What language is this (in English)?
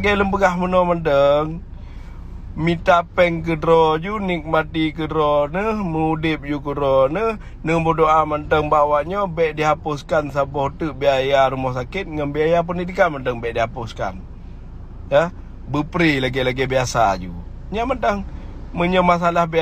Achinese